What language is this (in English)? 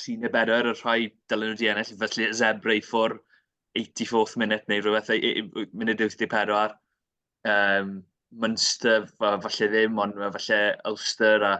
Welsh